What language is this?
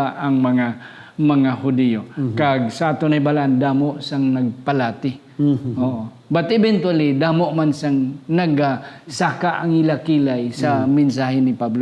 Hiligaynon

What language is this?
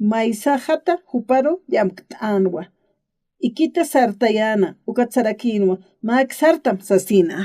Aymara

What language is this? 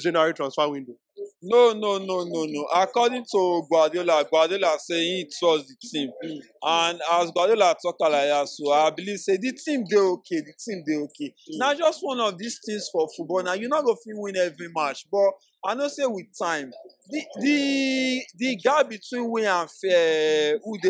Nigerian Pidgin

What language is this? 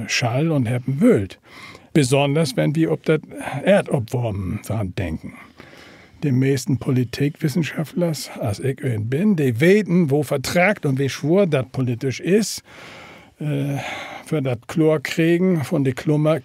Low German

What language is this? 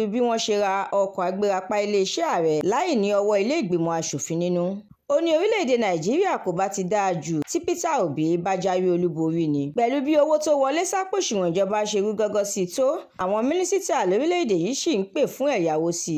Yoruba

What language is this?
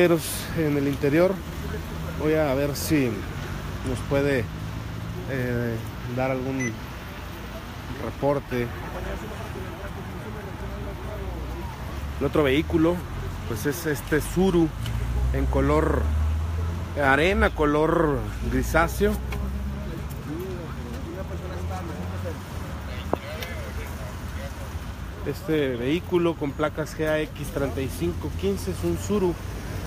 Spanish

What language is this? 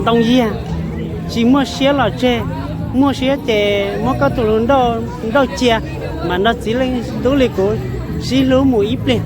Hmong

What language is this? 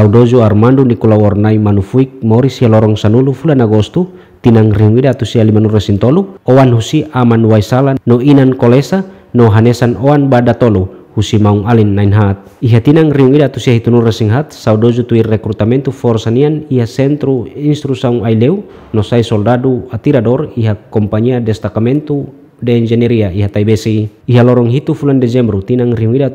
Tetum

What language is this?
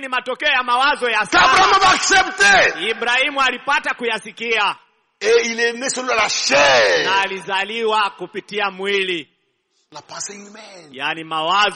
Swahili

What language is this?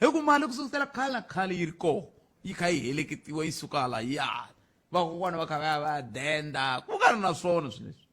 Tsonga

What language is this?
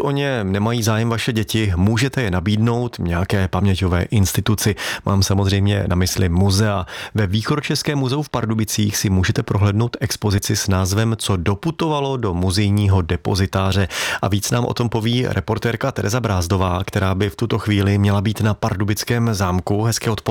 Czech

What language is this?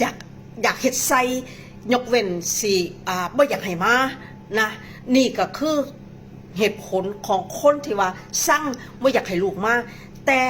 Northeastern Thai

